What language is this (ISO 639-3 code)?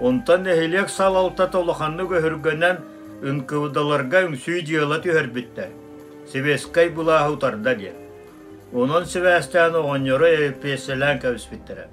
sah